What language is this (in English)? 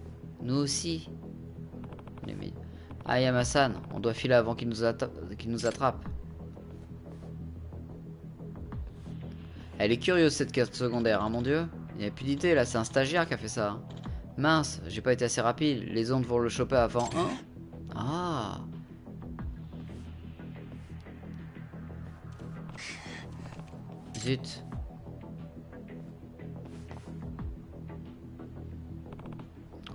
French